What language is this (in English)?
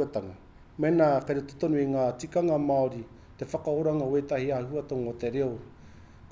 Māori